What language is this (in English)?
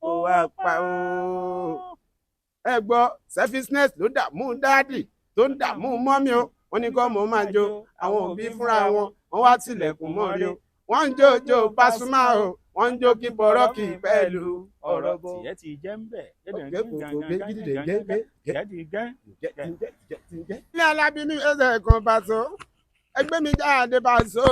Yoruba